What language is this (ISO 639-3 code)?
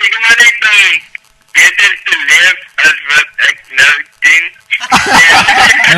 afr